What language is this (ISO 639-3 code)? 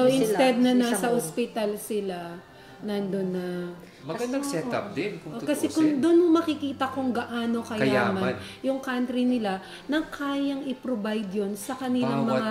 fil